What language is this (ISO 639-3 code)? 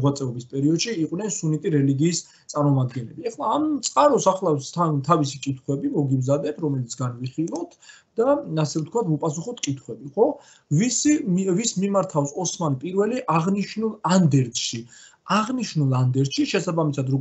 kat